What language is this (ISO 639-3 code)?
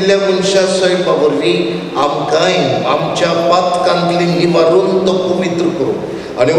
kok